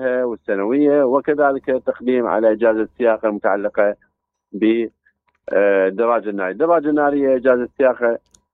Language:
Mesopotamian Arabic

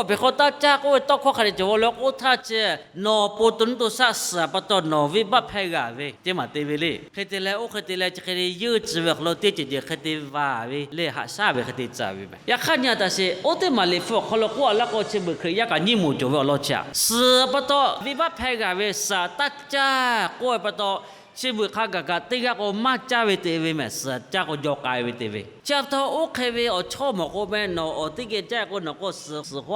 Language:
Lahu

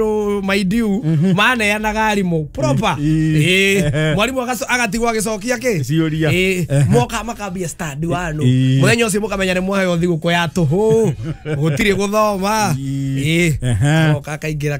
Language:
Kikuyu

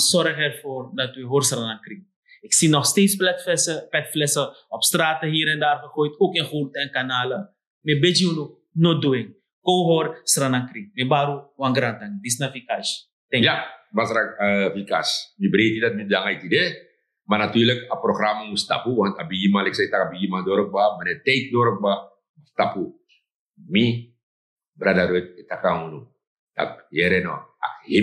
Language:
Sranan Tongo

